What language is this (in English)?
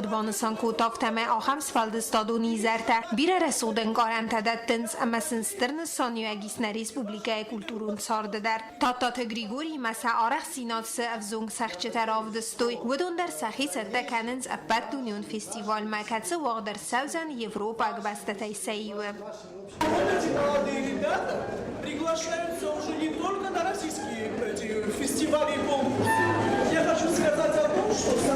Ossetic